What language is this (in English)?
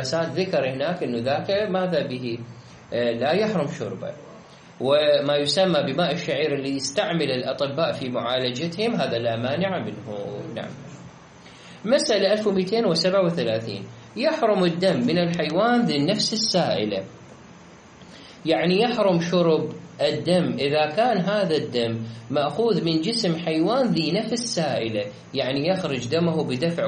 Arabic